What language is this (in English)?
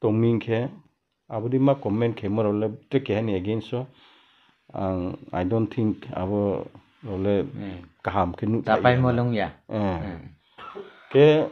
Riang (India)